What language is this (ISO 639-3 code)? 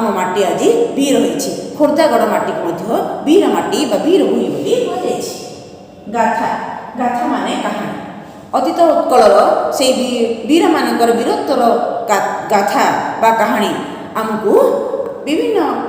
ori